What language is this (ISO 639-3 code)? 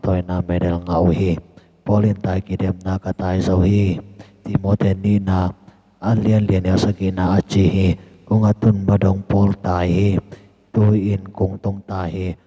ctd